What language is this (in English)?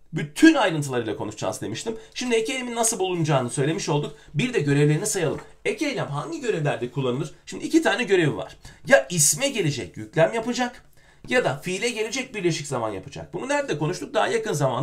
Turkish